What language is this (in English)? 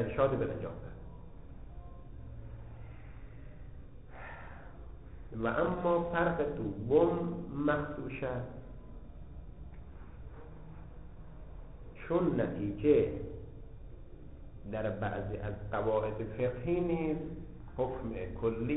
Persian